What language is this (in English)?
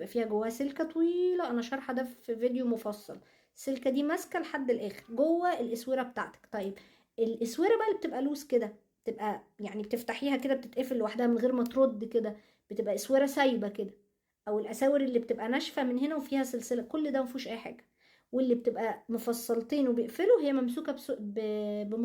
Egyptian Arabic